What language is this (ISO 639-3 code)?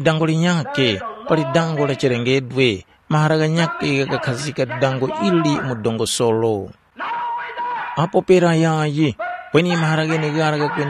tum